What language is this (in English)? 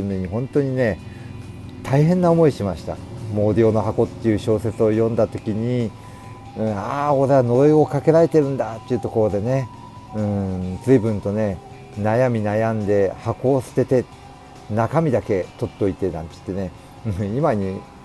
Japanese